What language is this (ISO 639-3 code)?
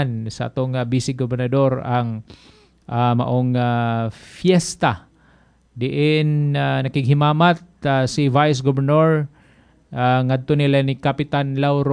ceb